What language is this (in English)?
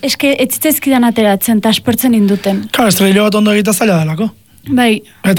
Basque